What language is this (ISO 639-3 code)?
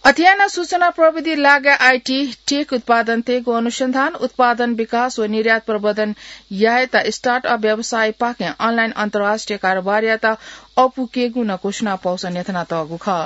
new